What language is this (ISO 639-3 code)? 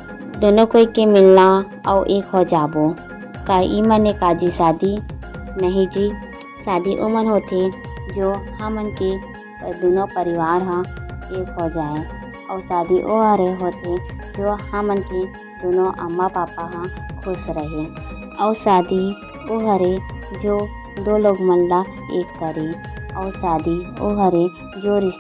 hne